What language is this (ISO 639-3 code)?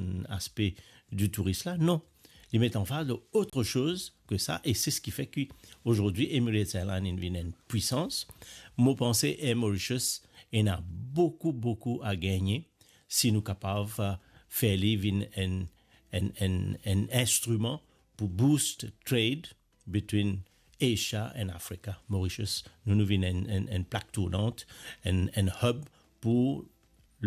mfe